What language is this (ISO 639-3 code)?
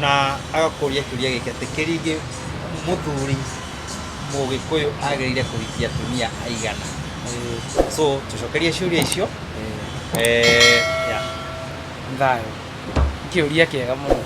kik